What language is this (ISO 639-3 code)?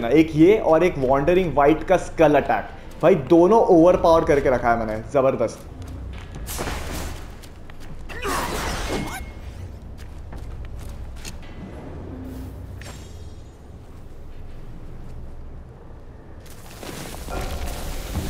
hin